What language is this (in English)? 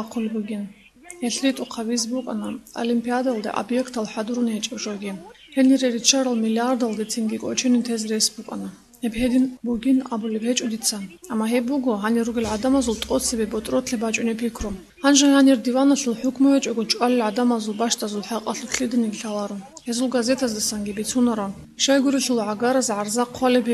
Avaric